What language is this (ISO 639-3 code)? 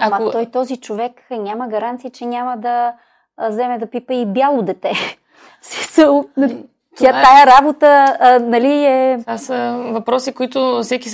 bul